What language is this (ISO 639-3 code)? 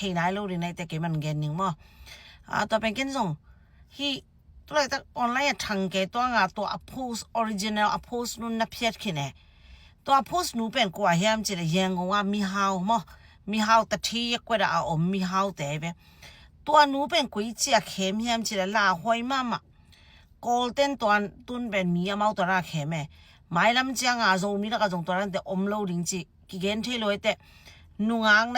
ctd